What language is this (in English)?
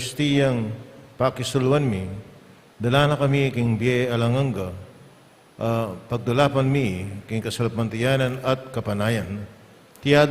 Pampanga